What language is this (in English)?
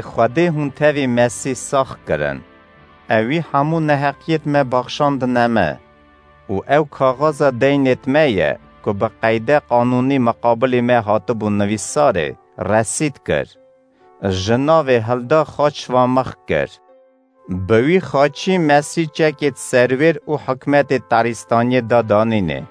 Kurdish